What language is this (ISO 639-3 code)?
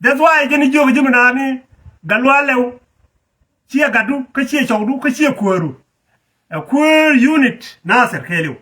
nus